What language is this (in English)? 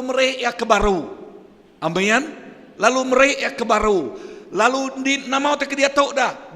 Iban